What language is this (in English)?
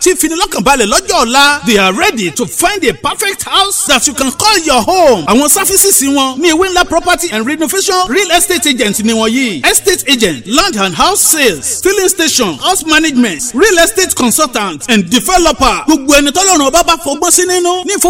Yoruba